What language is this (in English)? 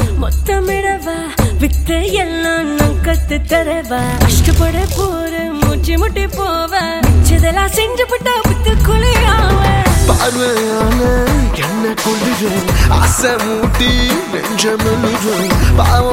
Tamil